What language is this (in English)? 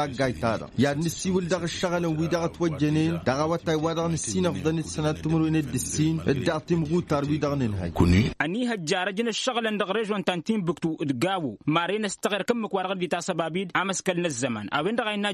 Tamasheq